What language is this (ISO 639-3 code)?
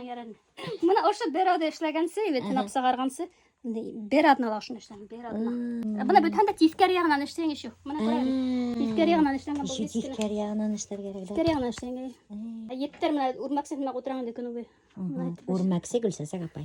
bak